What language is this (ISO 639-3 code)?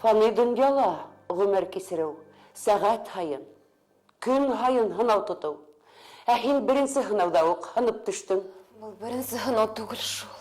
bak